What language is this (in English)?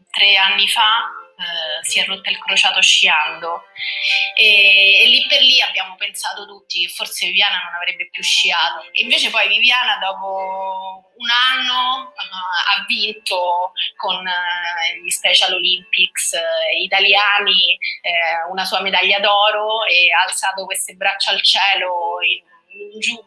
Italian